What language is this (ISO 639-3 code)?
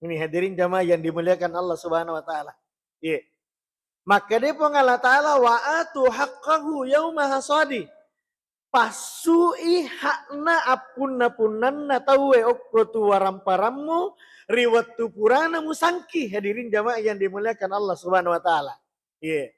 bug